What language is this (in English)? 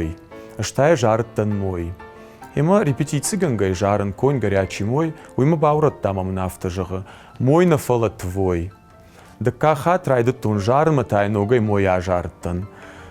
Ossetic